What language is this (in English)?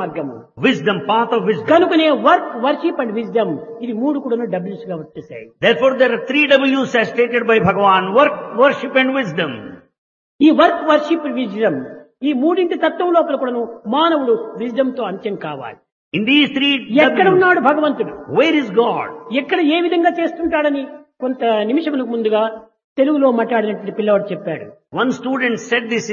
Telugu